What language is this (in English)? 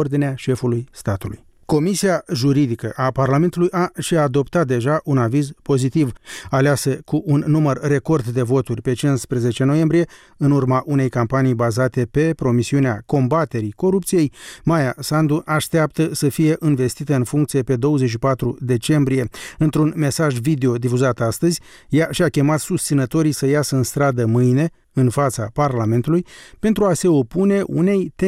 Romanian